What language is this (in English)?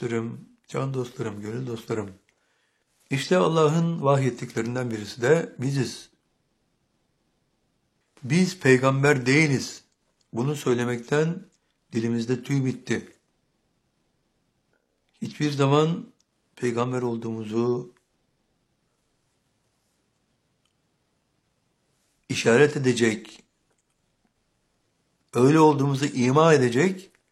Turkish